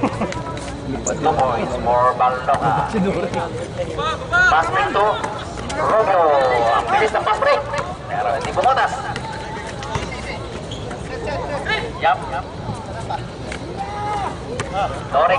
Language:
Filipino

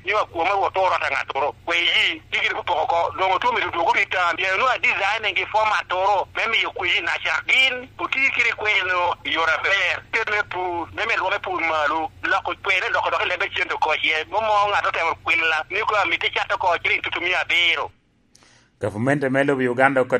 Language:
Lango (Uganda)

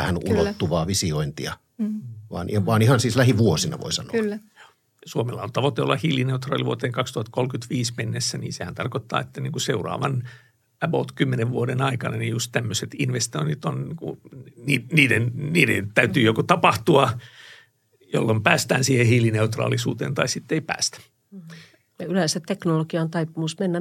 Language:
Finnish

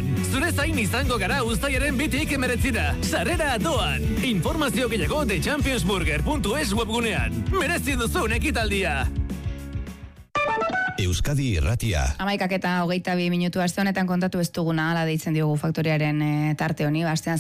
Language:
Basque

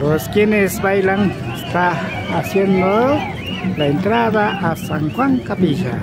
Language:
Imbabura Highland Quichua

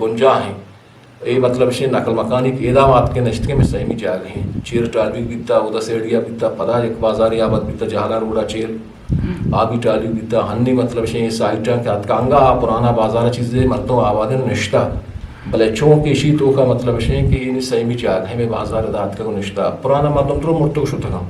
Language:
Eastern Balochi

